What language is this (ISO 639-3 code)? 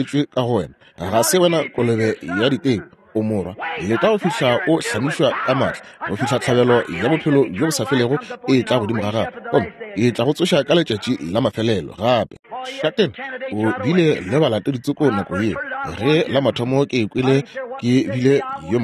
nso